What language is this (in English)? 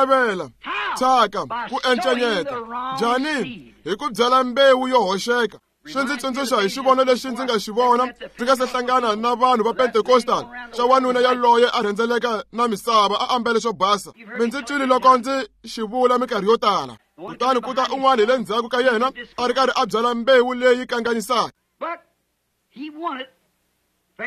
Tsonga